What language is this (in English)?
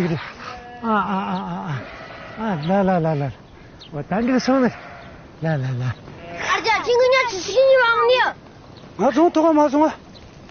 Tibetan